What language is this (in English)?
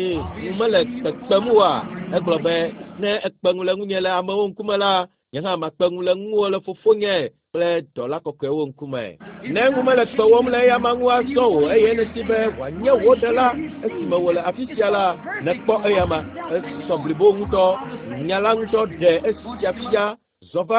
Ewe